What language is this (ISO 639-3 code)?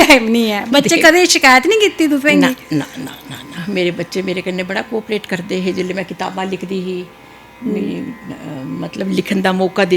doi